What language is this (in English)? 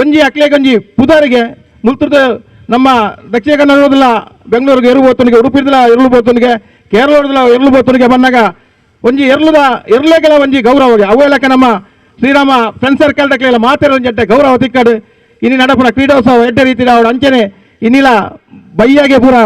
Tulu